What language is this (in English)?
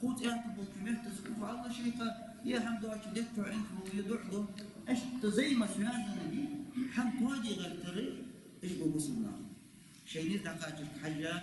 Ingush